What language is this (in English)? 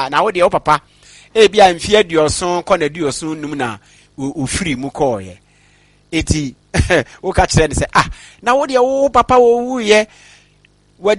Akan